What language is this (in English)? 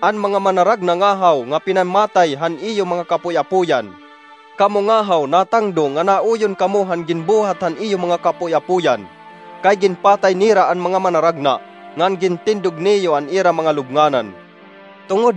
Waray